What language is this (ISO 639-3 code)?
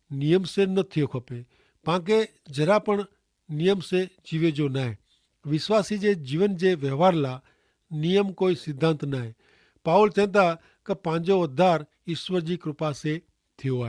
kfr